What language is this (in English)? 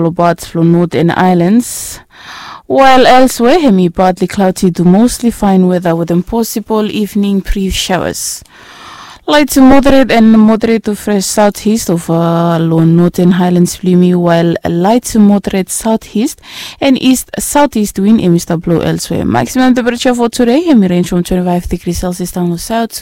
Bislama